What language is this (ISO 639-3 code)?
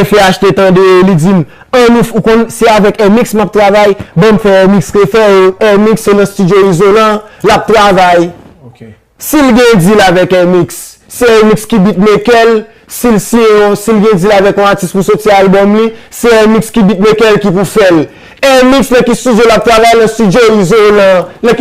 hat